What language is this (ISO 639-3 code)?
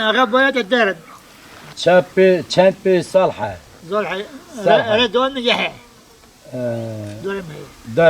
kur